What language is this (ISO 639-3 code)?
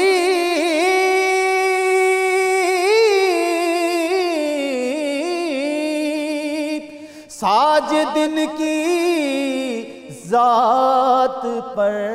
urd